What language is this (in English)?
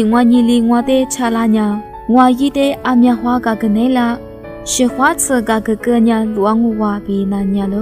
Lisu